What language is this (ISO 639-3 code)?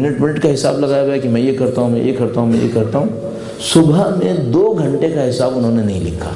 urd